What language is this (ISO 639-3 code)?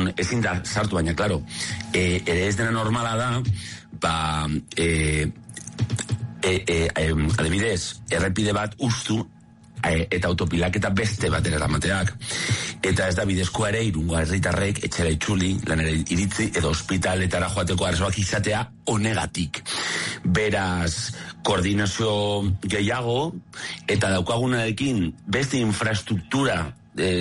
eus